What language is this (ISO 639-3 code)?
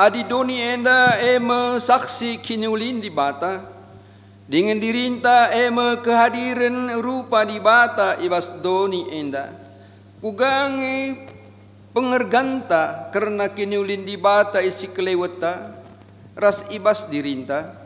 btx